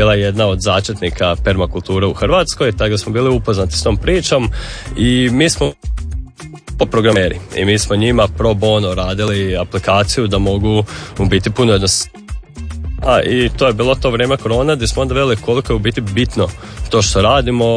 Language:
Croatian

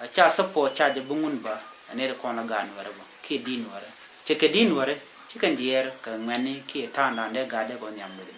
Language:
Nuer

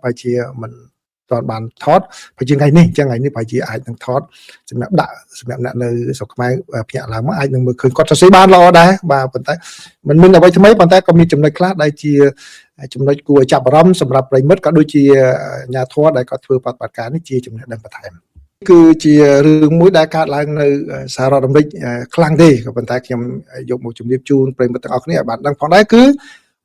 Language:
Khmer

